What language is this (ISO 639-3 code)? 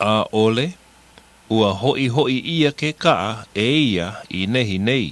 haw